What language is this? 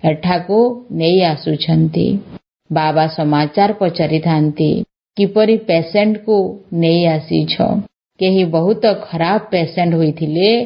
Odia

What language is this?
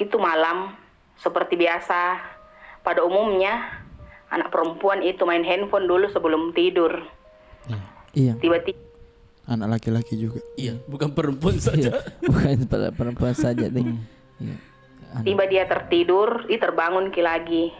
Makassar Malay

